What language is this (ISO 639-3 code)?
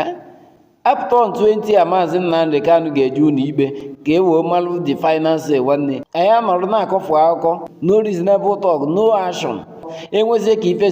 ibo